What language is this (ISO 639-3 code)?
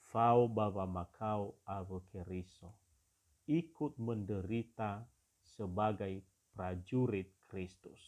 nia